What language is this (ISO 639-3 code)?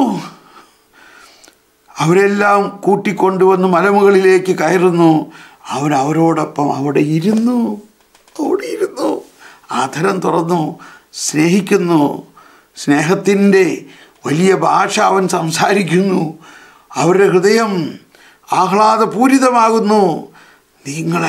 mal